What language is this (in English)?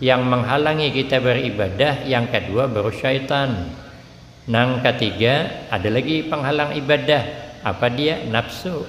Banjar